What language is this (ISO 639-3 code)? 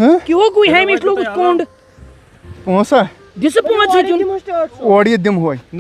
kas